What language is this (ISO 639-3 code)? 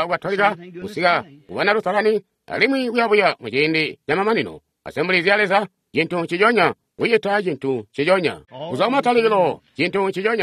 toi